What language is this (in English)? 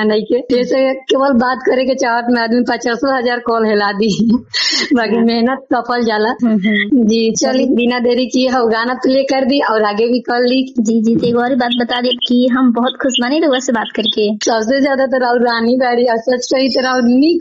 Bhojpuri